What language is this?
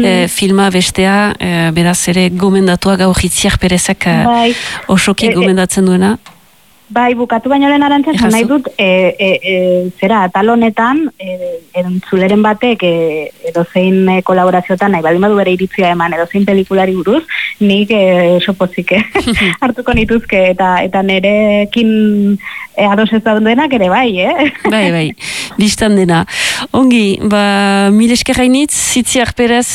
Basque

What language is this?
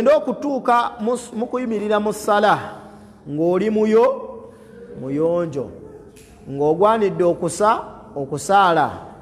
Ganda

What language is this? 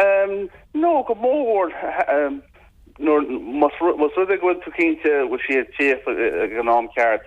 Irish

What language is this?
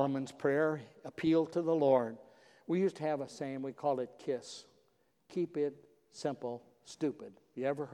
English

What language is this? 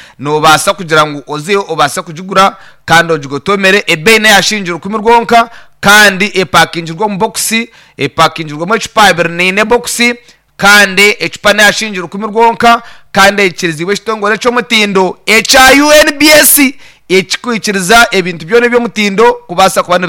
Nyankole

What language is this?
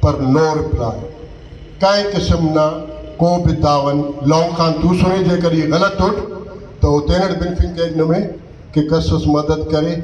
Brahui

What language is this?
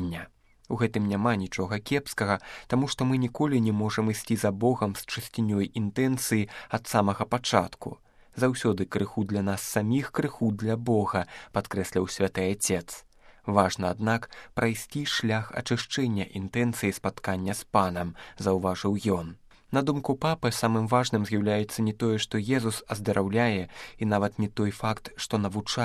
Belarusian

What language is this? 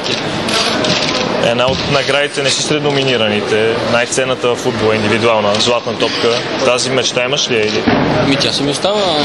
Bulgarian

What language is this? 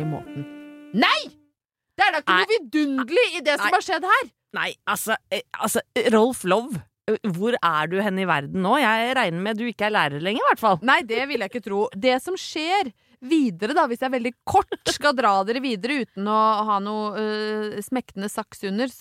Norwegian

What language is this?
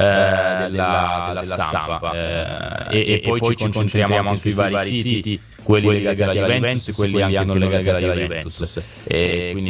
Italian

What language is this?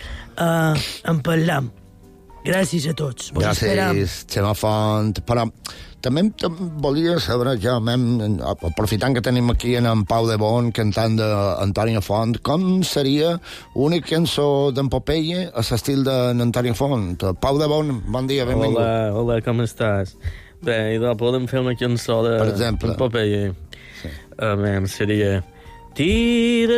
Catalan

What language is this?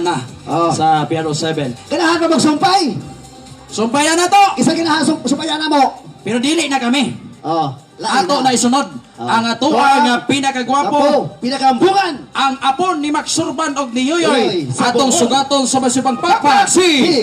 Cebuano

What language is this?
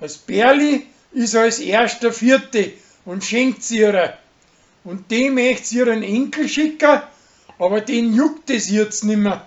Bavarian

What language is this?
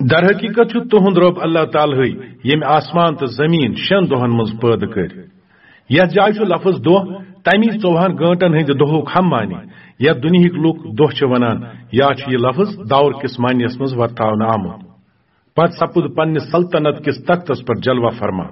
Kashmiri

